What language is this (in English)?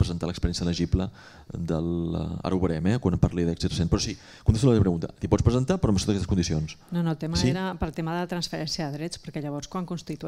Catalan